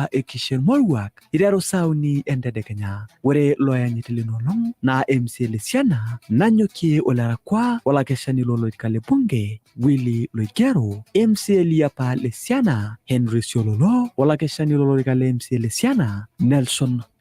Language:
Masai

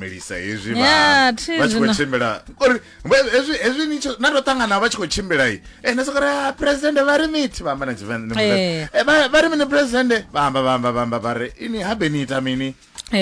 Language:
Venda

